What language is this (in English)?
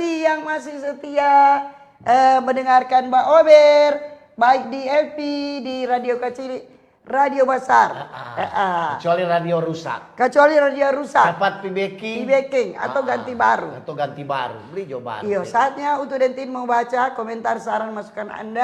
Manado Malay